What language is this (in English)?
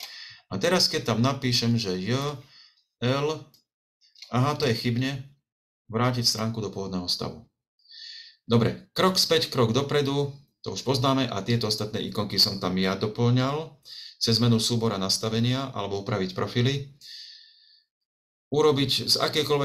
Slovak